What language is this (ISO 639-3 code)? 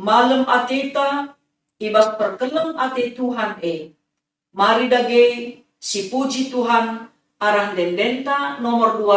btx